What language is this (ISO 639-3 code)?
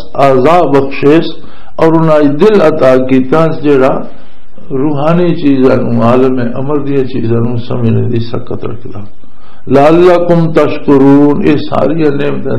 lah